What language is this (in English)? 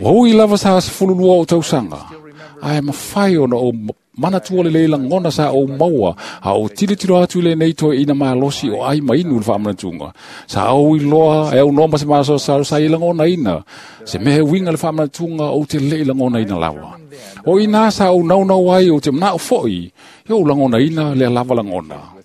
Samoan